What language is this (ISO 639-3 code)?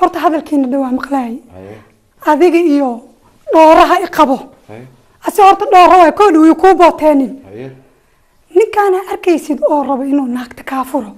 som